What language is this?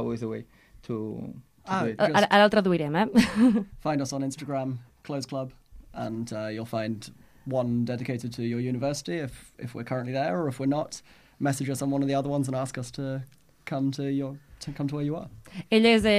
Catalan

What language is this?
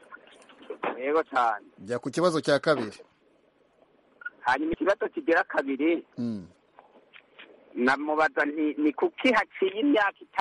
Kinyarwanda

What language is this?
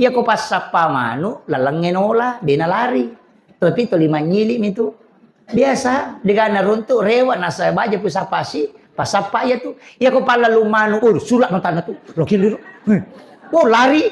Buginese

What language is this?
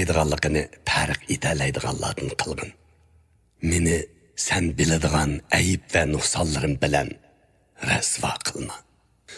Uyghur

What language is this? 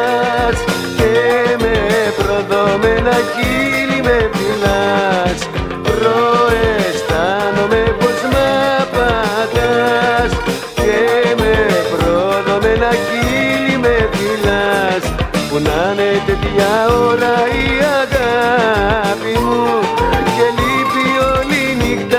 Greek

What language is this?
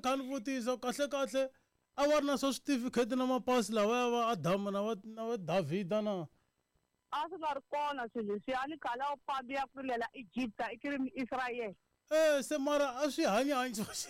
Tsonga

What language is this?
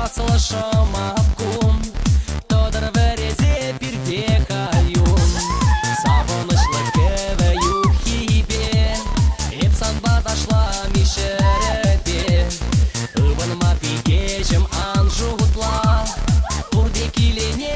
Chuvash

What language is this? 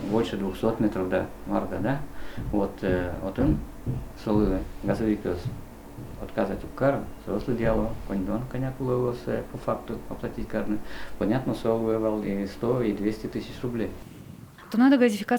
Udmurt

